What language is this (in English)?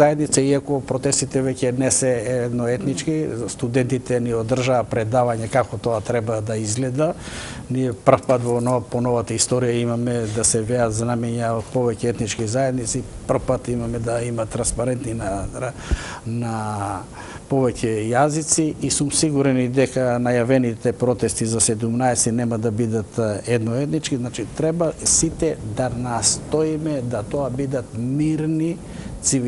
Macedonian